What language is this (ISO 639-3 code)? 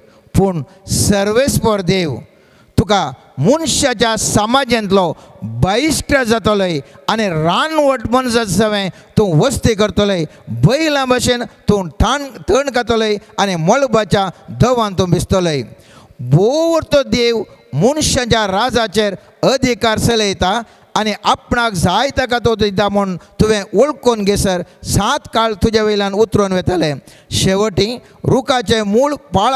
kok